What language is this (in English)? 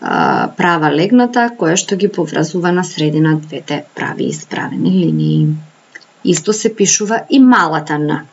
Macedonian